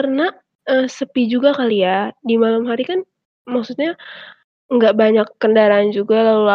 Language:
Indonesian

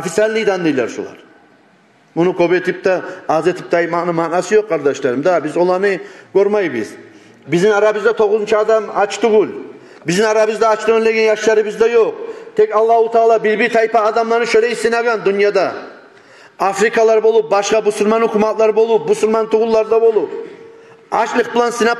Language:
Kumyk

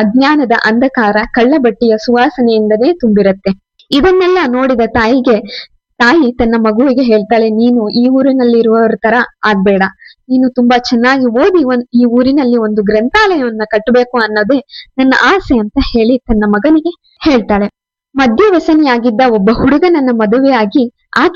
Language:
Kannada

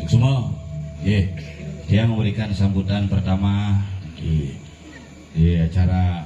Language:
Balinese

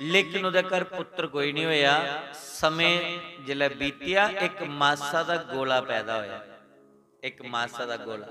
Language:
Dogri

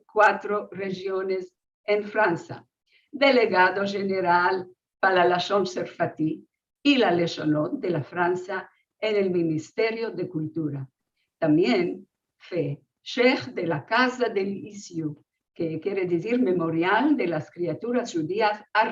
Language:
Ladino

